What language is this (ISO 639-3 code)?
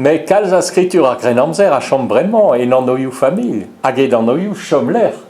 bre